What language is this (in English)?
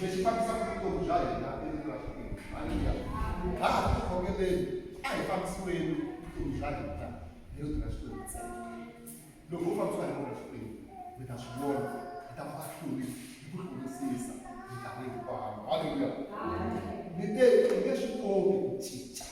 Tsonga